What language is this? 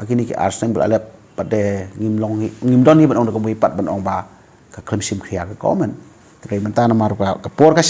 Khasi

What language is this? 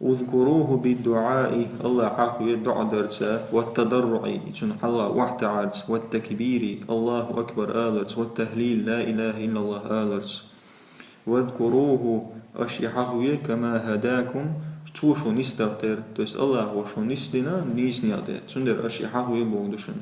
Chechen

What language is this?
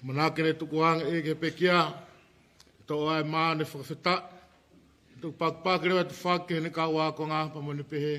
Tongan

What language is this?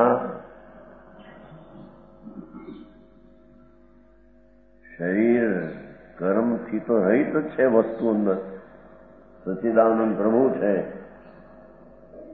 Gujarati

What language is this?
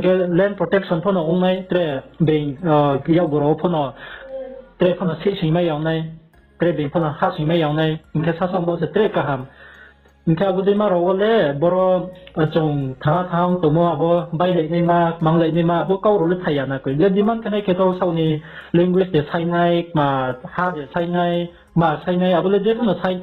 Riang (India)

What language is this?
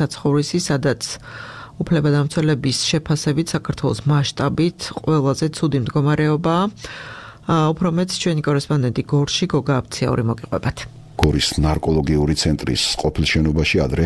Georgian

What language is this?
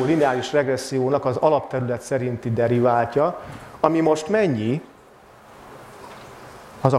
Hungarian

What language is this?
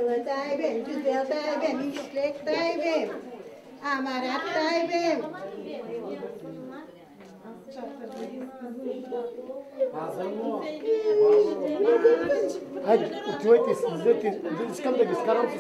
Turkish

